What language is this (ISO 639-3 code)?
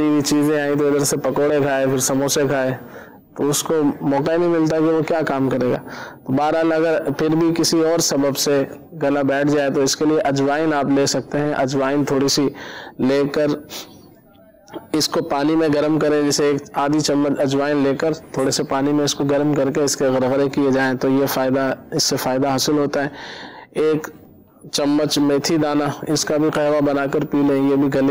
urd